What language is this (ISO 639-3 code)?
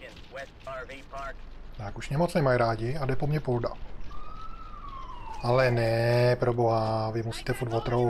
ces